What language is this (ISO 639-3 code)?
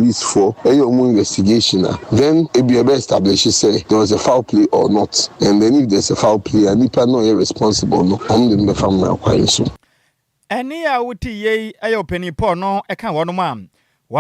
aka